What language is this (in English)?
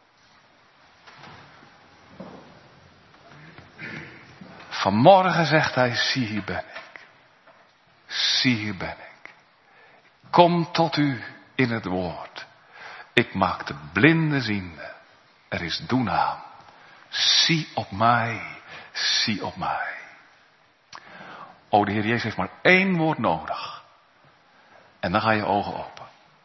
Dutch